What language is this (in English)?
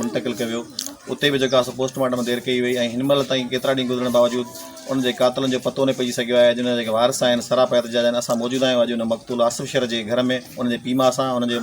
Sindhi